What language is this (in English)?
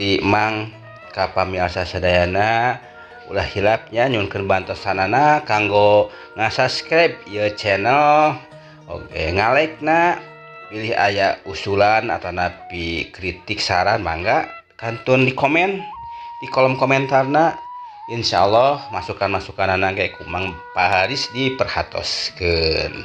Sundanese